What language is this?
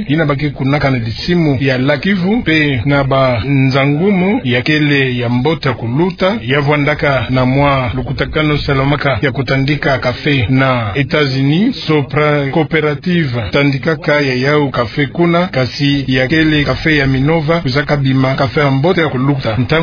Kituba (Democratic Republic of Congo)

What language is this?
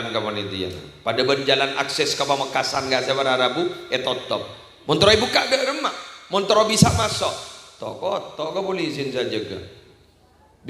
Madurese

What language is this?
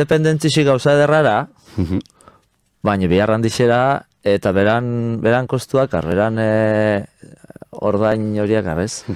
Basque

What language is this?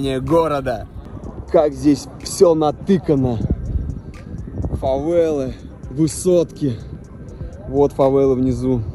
Russian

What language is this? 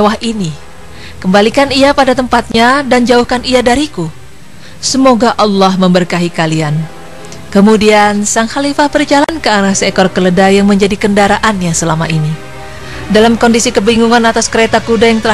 Indonesian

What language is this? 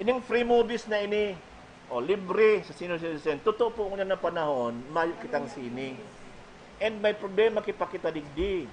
Bikol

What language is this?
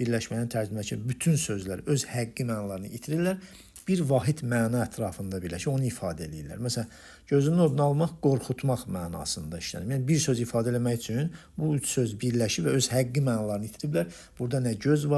Azerbaijani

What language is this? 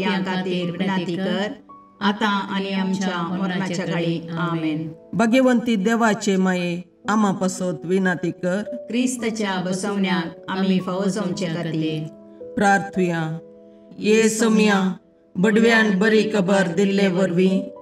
Konkani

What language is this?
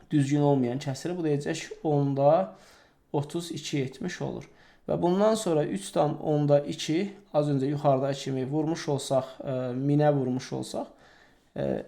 Azerbaijani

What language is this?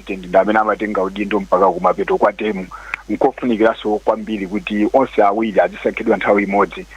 Nyanja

